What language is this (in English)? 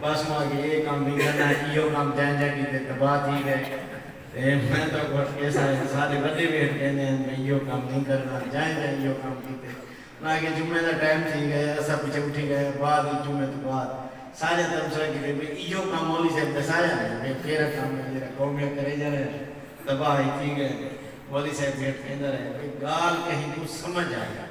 Saraiki